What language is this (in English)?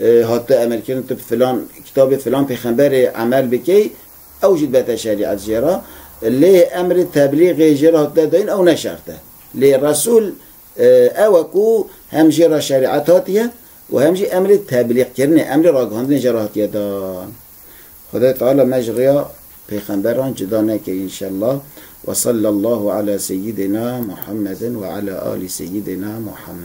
Kurdish